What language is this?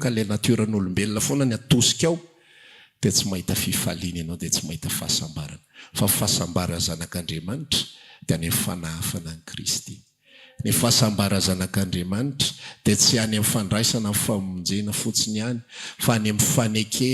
Malagasy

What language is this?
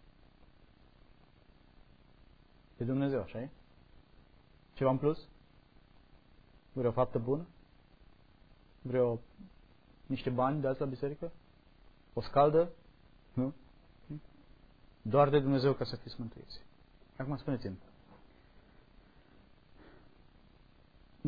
Romanian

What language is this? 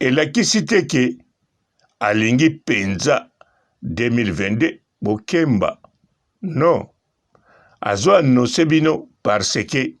Lingala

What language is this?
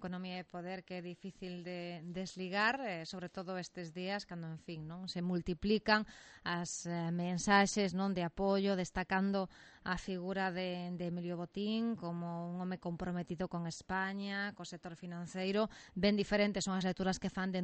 Galician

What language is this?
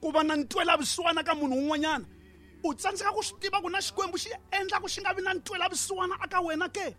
Tsonga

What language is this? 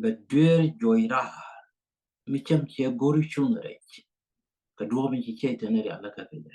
Nuer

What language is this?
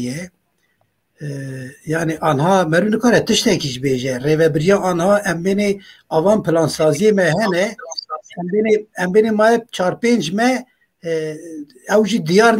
Kurdish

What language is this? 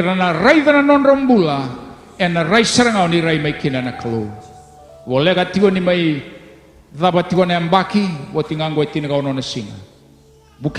Fijian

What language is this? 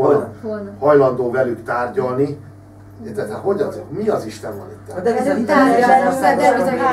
Hungarian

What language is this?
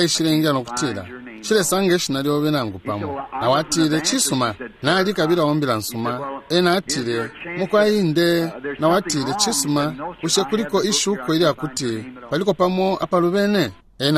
Bemba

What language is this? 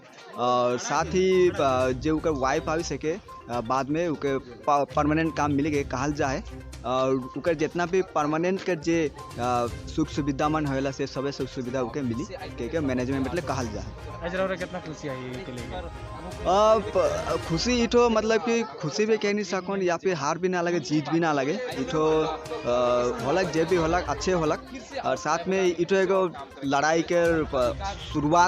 Sadri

